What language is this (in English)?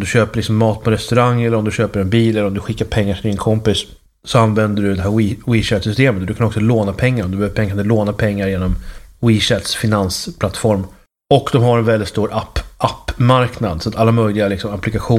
Swedish